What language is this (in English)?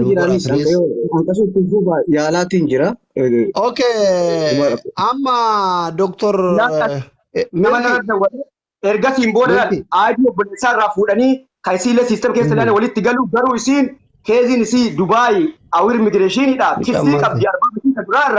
Oromo